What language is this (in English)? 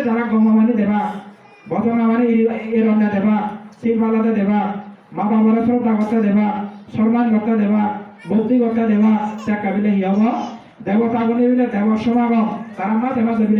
Chakma